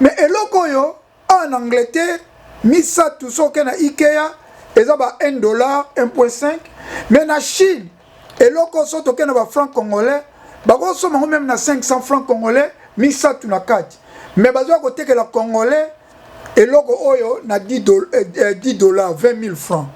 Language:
Lingala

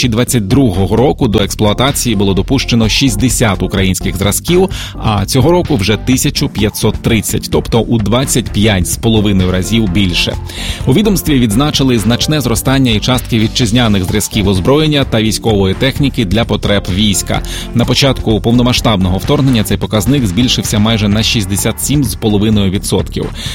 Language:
Ukrainian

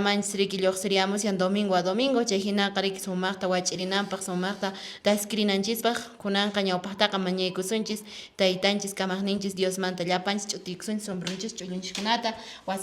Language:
Quechua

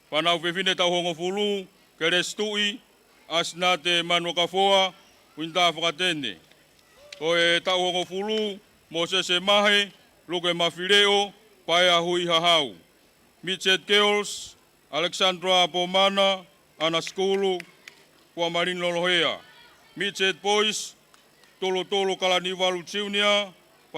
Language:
Tongan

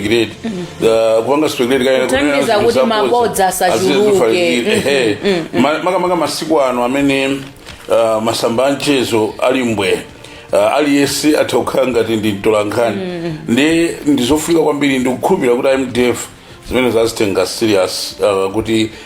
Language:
Nyanja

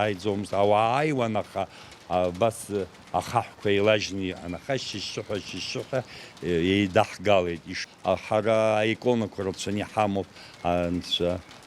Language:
Abkhazian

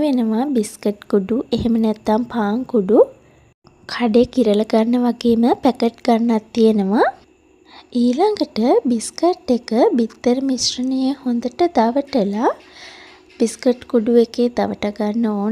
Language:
Sinhala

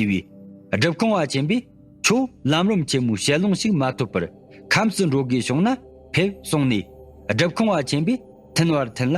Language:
Tibetan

